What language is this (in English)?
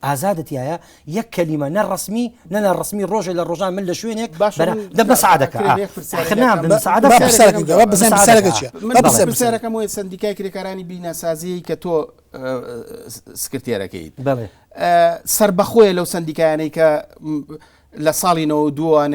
Central Kurdish